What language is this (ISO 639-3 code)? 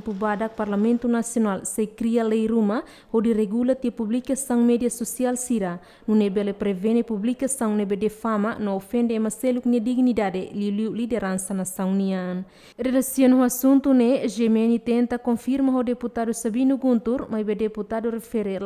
tet